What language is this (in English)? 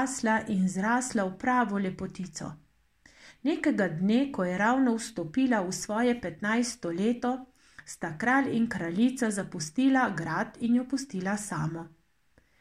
Slovenian